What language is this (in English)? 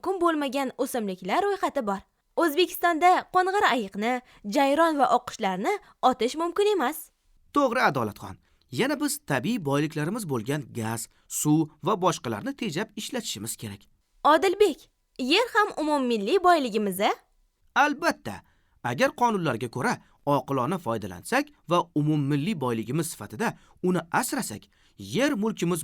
Uzbek